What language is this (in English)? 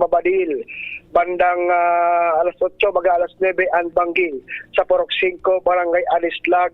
Bikol